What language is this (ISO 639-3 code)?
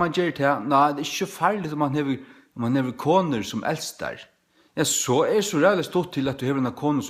fao